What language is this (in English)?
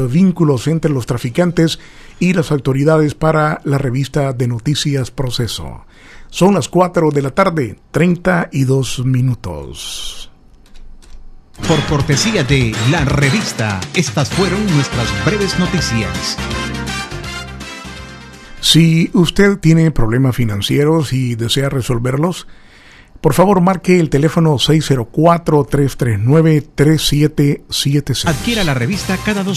Spanish